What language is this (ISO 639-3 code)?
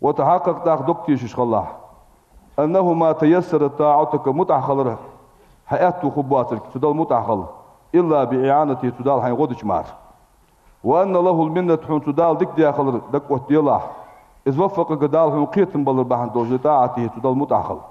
inh